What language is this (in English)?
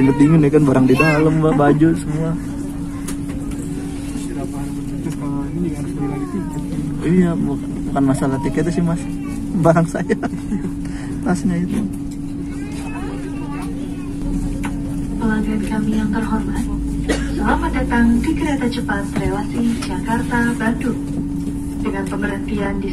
Indonesian